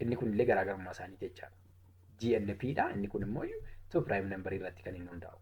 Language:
Oromo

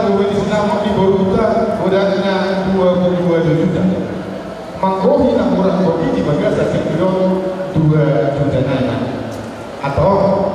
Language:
Batak Toba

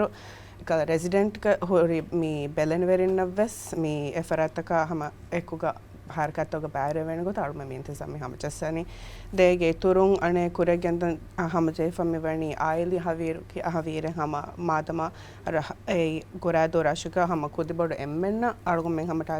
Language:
Divehi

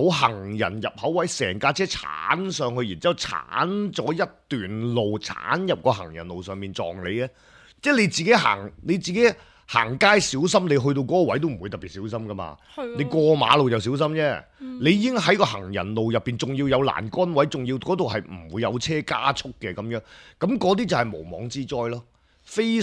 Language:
Cantonese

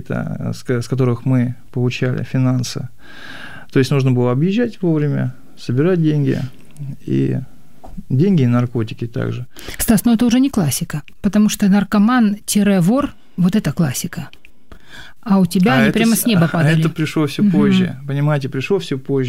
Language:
Russian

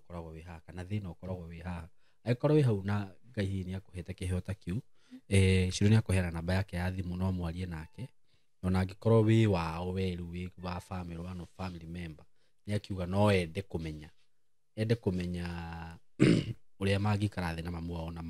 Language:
Kikuyu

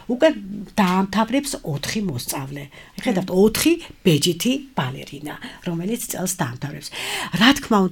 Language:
Georgian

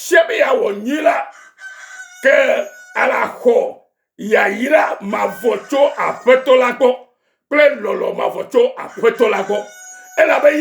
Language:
Ewe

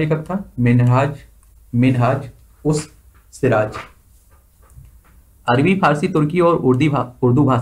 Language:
Hindi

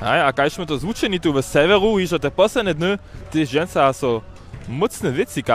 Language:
Upper Sorbian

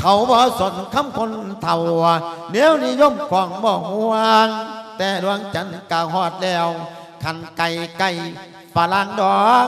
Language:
Lao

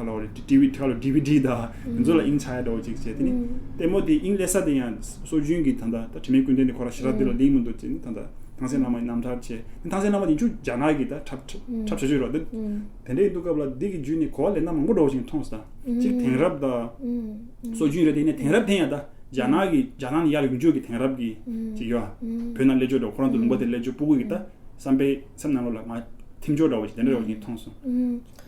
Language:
Tibetan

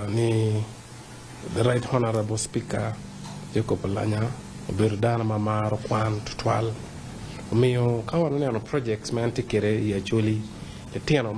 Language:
Acoli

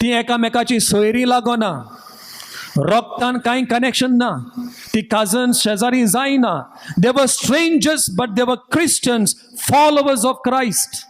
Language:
Konkani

